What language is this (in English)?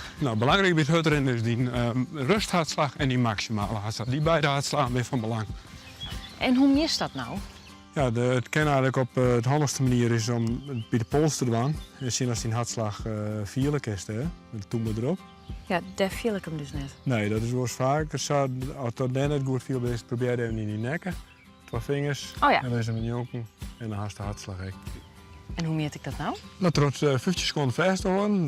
Western Frisian